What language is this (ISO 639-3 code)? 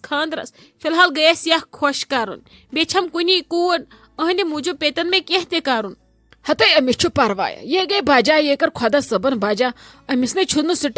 kas